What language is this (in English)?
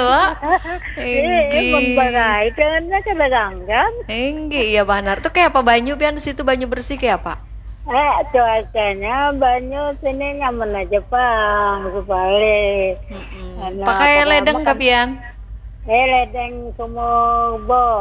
Banjar